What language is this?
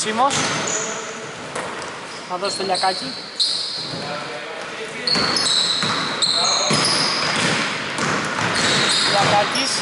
Greek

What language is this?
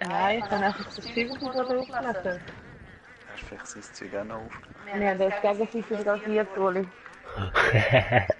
Swiss German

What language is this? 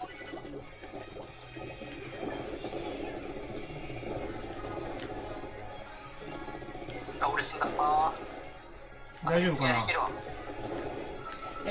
Japanese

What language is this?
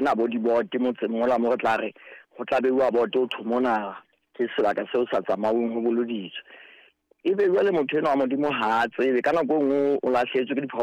Southern Sotho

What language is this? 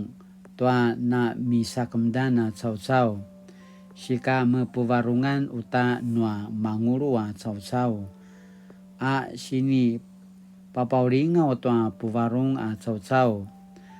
Paiwan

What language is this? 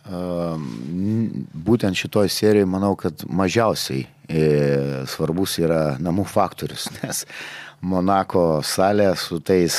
Lithuanian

